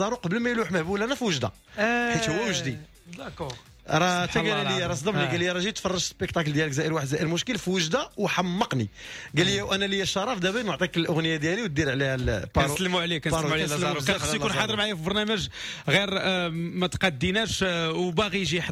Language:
Moroccan Arabic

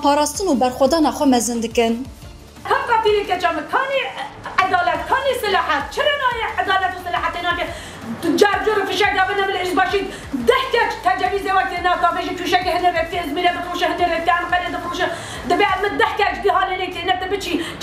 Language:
Kurdish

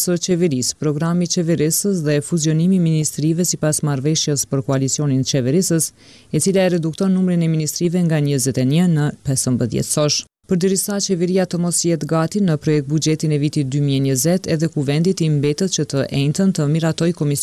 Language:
Albanian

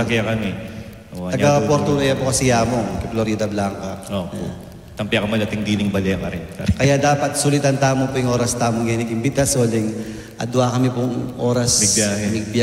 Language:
Pampanga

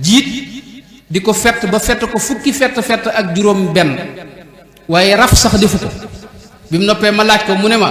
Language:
Wolof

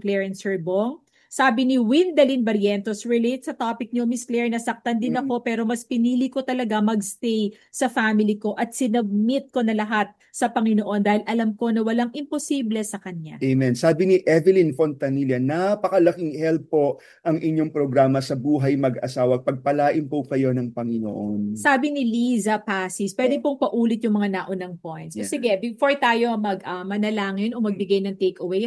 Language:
Filipino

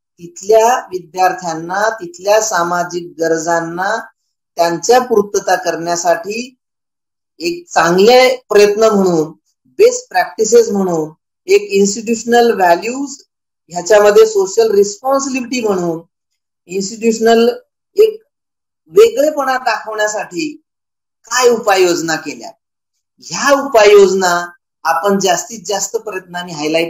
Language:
Marathi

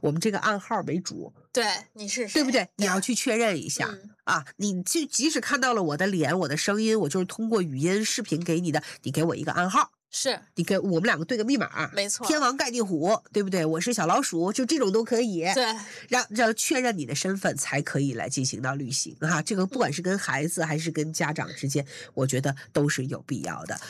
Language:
Chinese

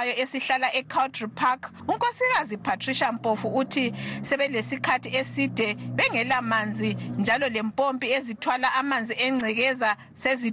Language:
North Ndebele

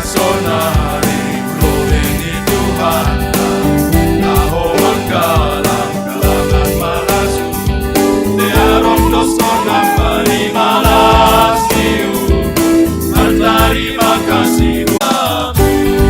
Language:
Batak Simalungun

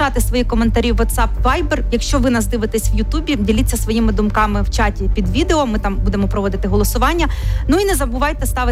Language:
Ukrainian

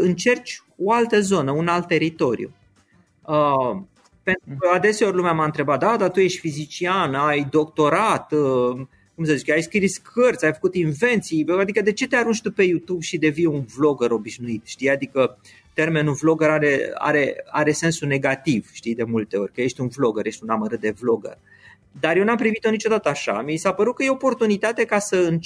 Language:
Romanian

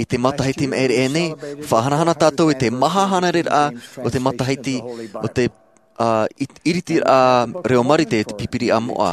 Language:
Tahitian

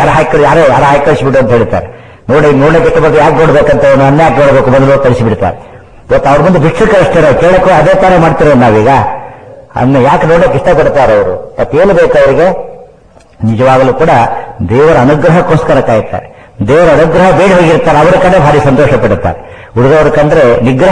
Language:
Kannada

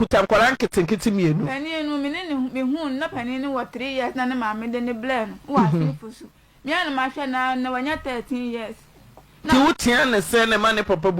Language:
Akan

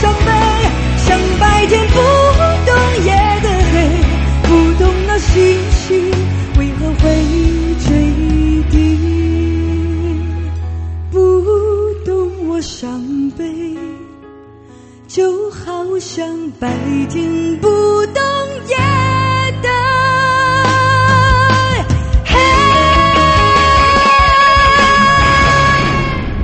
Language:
Chinese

